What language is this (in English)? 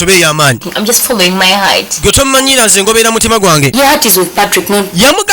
Ganda